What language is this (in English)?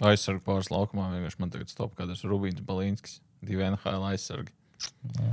Latvian